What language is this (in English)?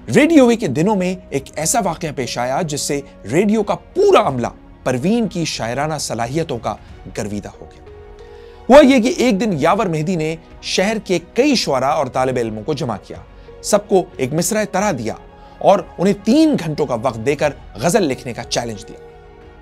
Urdu